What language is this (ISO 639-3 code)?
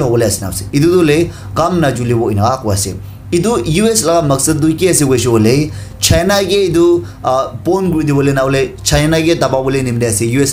nag